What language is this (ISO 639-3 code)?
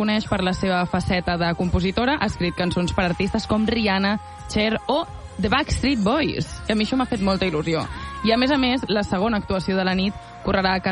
cat